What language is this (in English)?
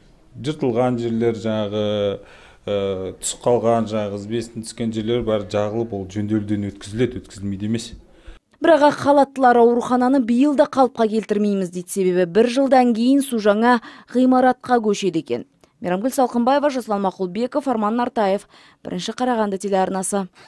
Kazakh